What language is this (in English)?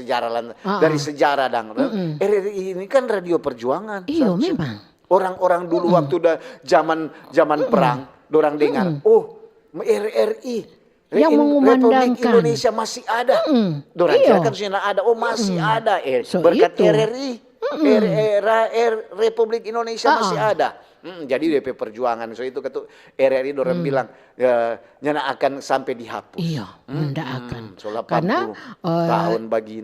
Manado Malay